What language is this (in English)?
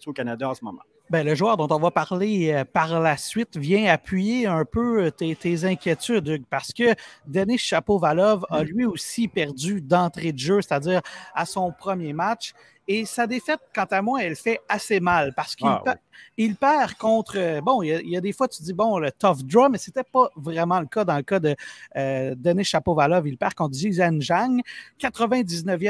French